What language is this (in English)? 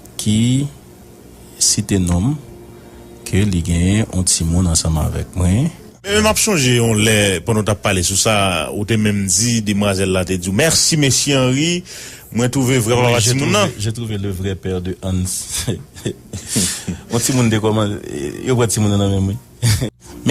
Haitian Creole